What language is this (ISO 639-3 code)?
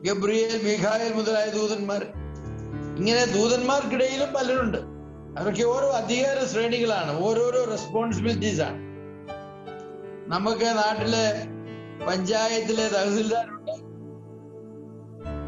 mal